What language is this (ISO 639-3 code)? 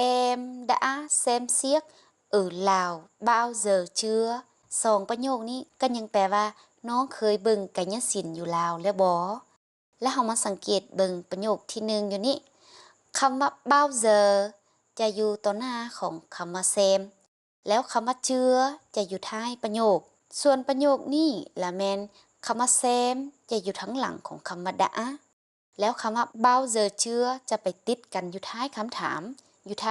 lao